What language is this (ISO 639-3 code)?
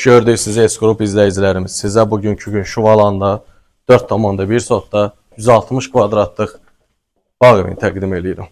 aze